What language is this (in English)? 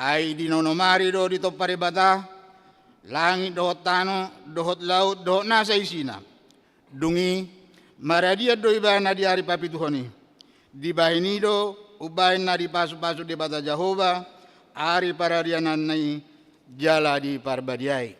Batak Toba